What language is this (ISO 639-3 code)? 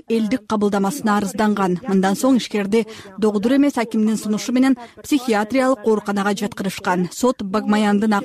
kir